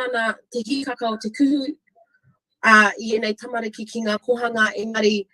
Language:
Māori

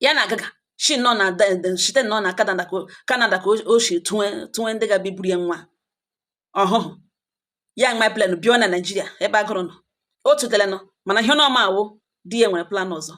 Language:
Igbo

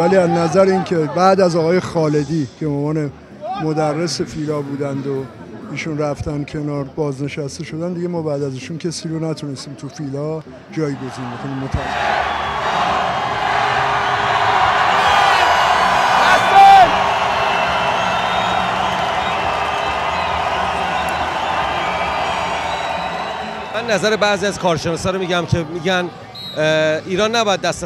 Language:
Persian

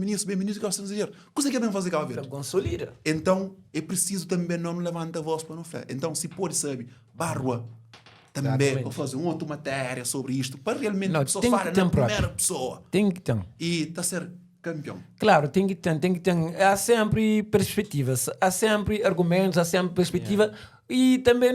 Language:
Kabuverdianu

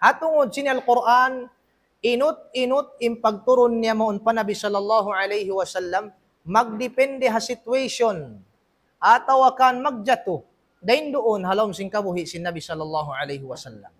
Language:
Tausug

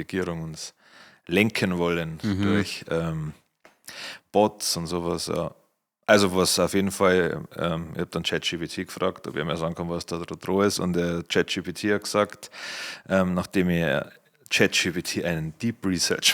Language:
Bavarian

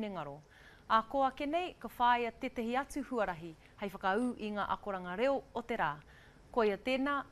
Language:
Māori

